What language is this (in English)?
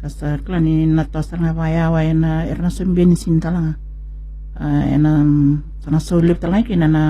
Fijian